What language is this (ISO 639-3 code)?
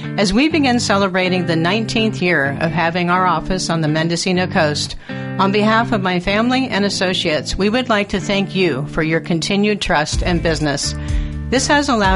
eng